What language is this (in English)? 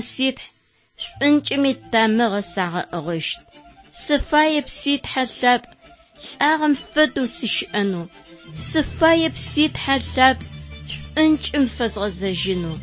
Adyghe